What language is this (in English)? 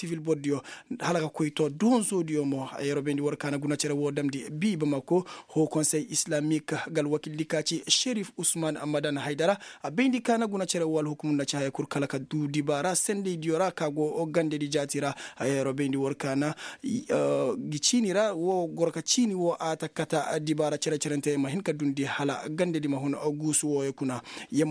Koyraboro Senni